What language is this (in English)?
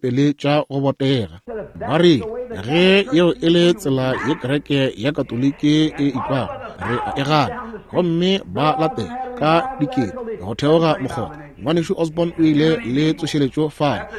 Northern Sotho